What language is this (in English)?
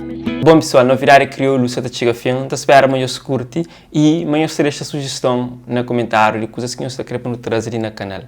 Kabuverdianu